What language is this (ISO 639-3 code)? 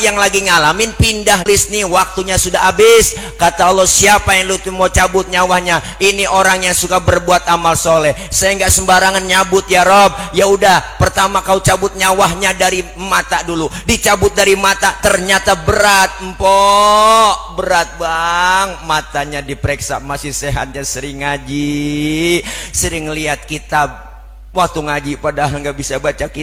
bew